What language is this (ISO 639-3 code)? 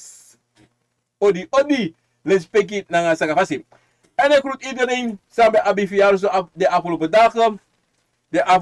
srn